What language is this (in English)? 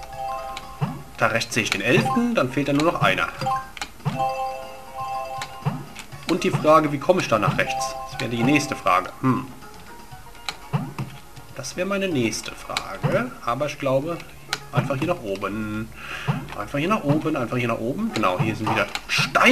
German